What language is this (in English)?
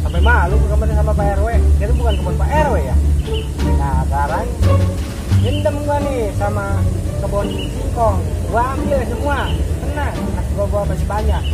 Betawi